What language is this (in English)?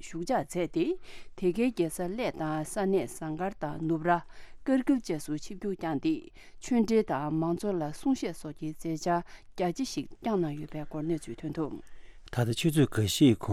Tibetan